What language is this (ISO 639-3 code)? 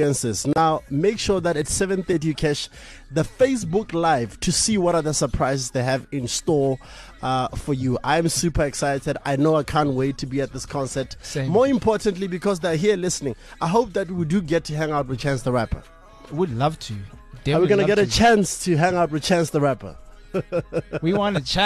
eng